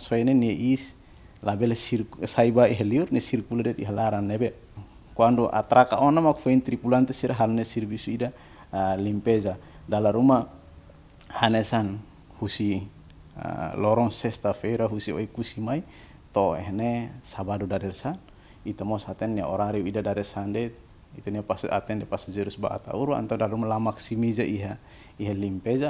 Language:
Tetum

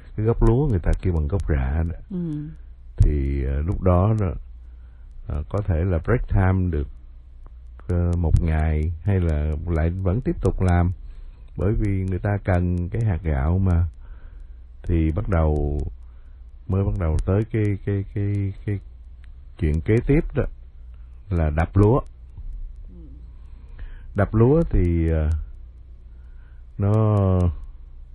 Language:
Vietnamese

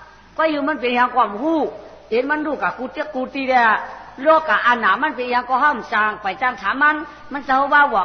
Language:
Shan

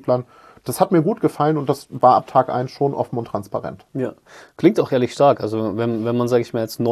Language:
German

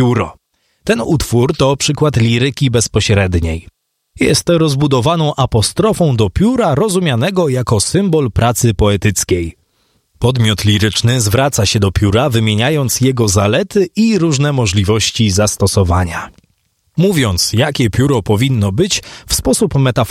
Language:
Polish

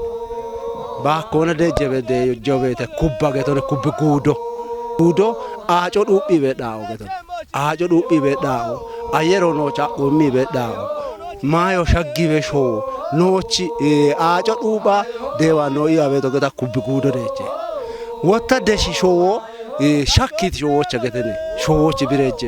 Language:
Kafa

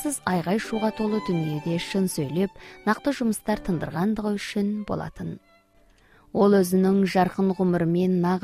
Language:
Kazakh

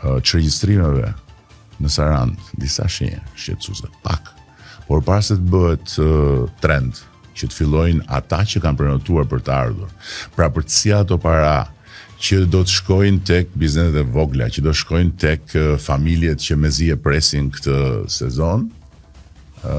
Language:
Albanian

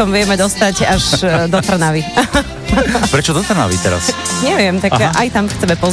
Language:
Slovak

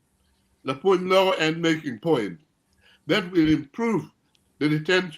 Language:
Acoli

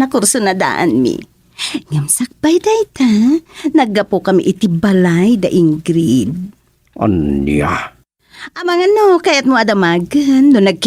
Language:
Iloko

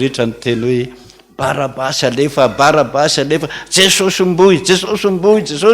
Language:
Malagasy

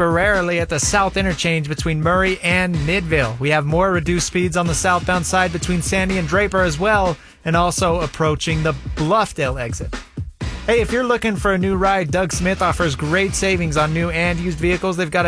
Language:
English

